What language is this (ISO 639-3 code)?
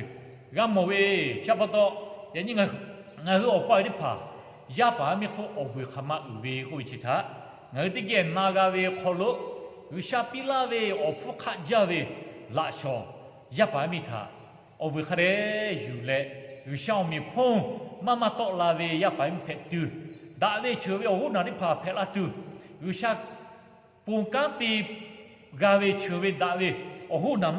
lhu